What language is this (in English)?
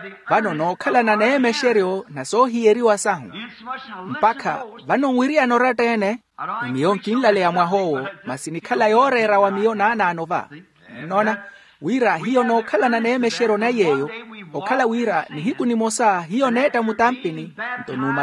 Makhuwa